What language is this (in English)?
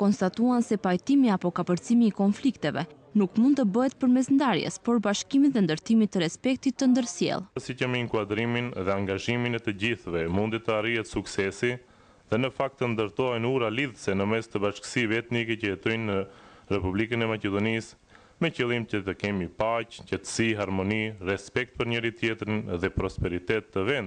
Albanian